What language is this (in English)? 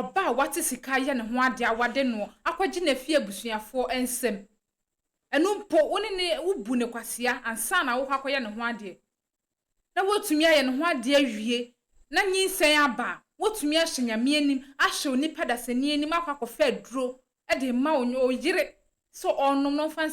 Akan